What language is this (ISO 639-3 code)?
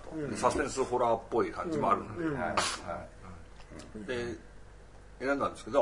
jpn